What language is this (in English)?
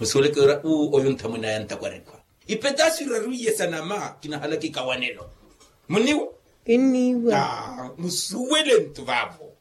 Makhuwa